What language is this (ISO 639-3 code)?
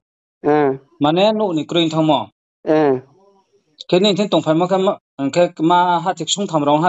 ria